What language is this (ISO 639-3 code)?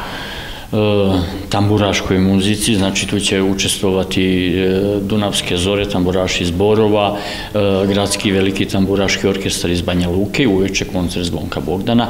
srp